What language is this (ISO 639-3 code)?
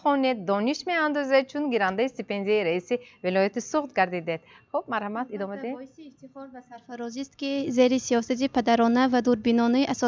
tgk